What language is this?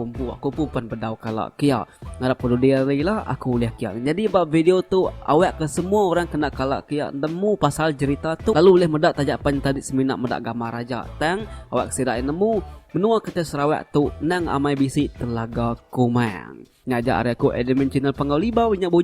Iban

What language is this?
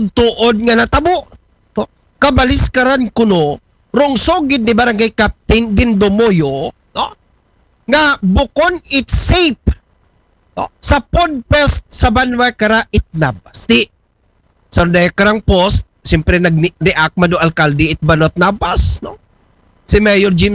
Aklanon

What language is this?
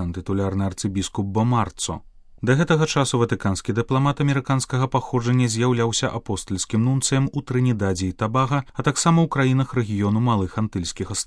Belarusian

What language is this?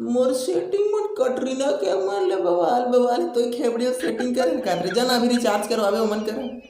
Chhattisgarhi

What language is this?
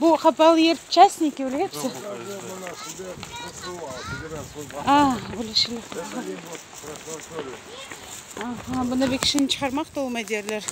Crimean Tatar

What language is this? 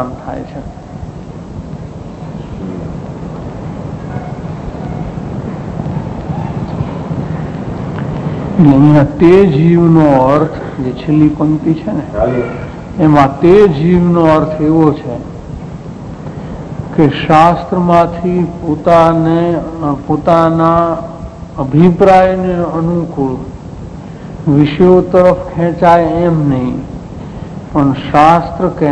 Gujarati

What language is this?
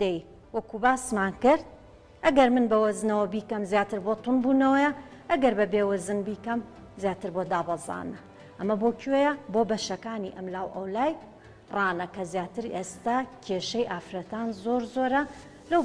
Central Kurdish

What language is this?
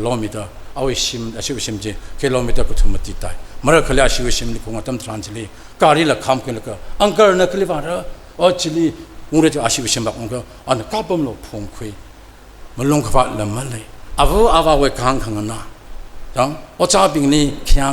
Tangkhul Naga (India)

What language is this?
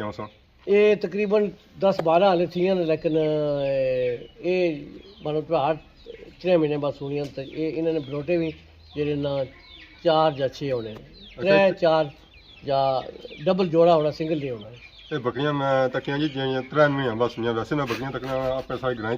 Pahari-Potwari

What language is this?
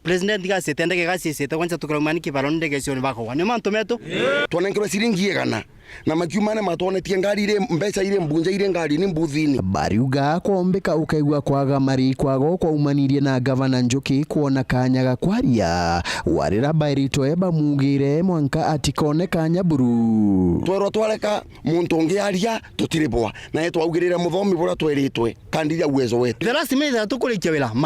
Meru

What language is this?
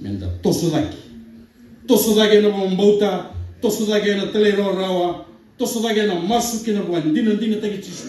Fijian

